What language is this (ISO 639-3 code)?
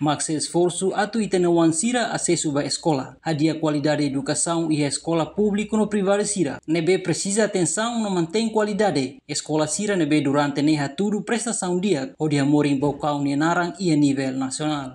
tet